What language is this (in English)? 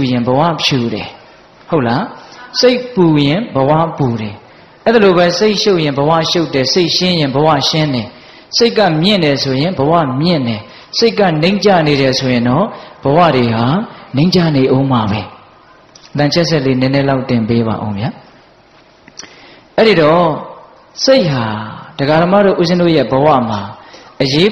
Burmese